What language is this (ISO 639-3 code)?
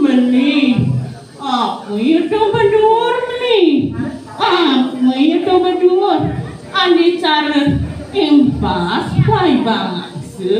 ban